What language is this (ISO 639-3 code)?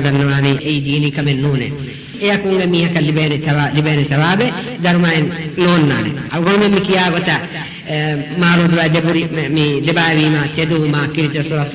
div